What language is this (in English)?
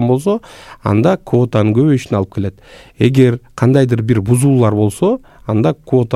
Kyrgyz